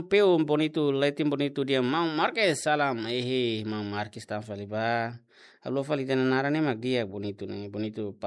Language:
Tetum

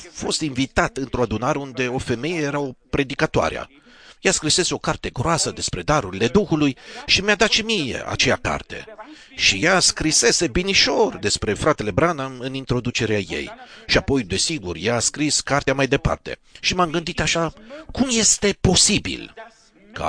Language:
Romanian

